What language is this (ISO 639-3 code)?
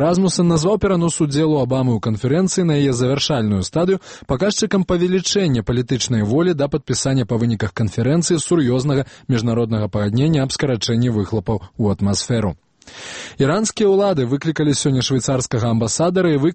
bel